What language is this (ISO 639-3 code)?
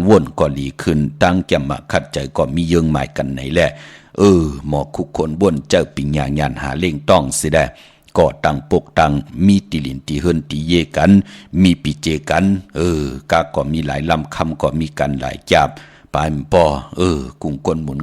shn